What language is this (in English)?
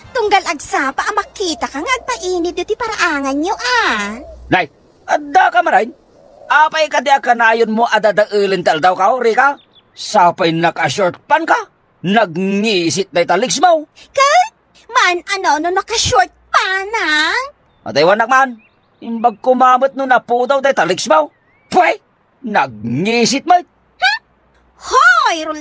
Iloko